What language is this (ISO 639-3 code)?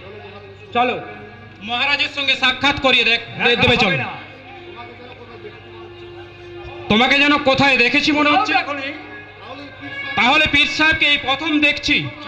ben